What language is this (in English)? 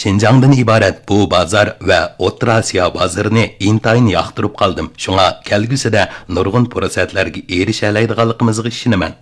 Uyghur